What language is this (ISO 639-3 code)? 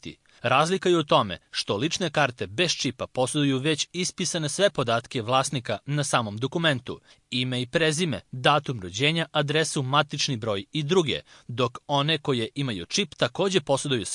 srp